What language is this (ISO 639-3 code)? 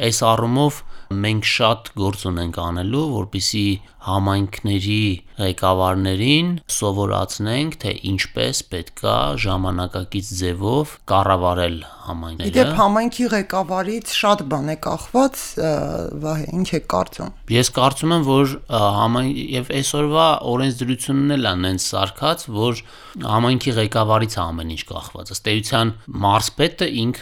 hye